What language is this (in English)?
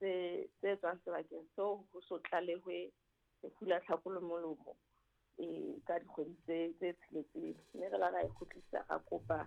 Southern Sotho